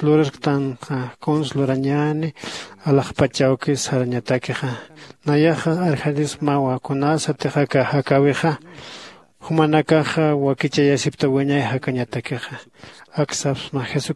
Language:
Aymara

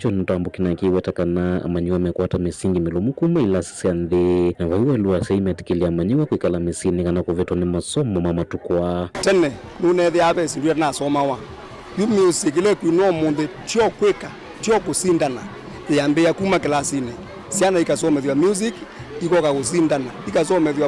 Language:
Kamba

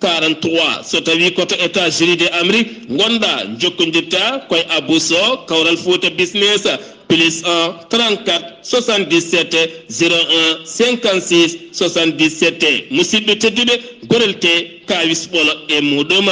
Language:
Fula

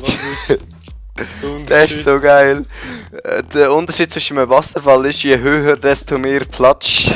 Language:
Swiss German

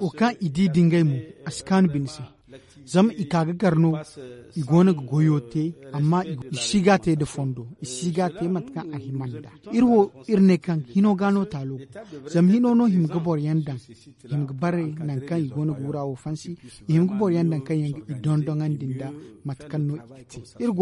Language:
Zarma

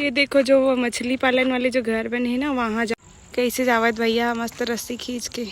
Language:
Chhattisgarhi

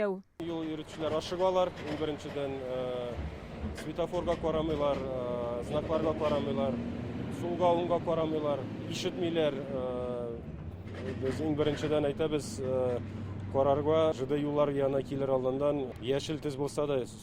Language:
Tatar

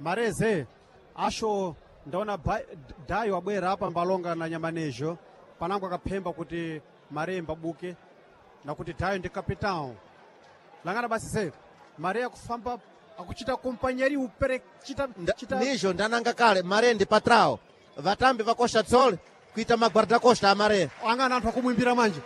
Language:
Sena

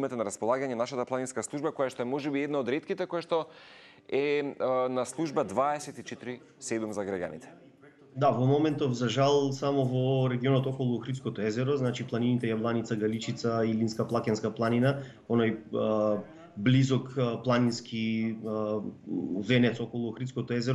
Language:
Macedonian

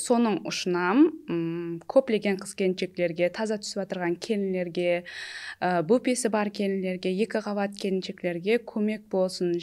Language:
Kara-Kalpak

